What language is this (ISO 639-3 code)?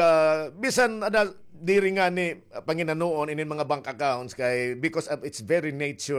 war